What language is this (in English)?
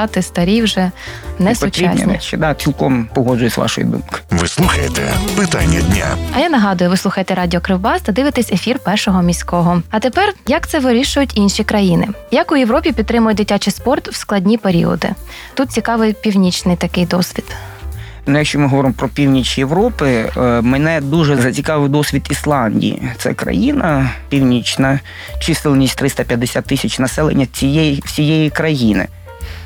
Ukrainian